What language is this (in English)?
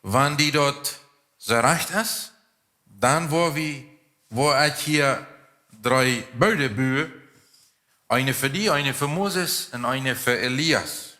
Plautdietsch